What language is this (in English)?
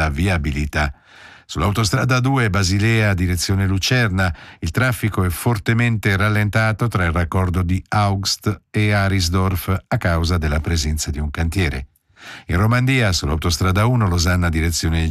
Italian